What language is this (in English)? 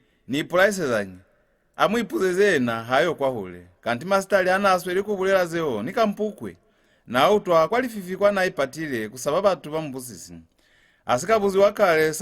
Lozi